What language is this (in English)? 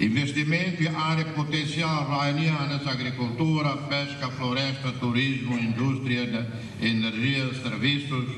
Tetum